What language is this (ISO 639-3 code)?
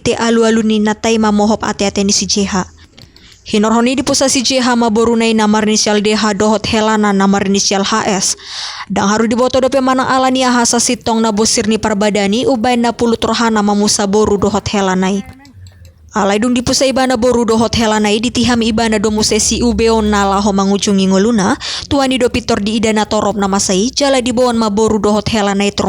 bbc